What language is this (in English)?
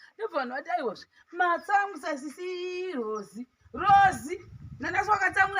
Shona